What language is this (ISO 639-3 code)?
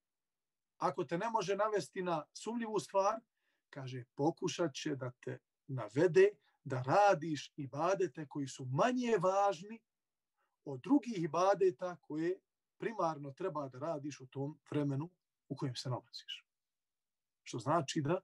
bos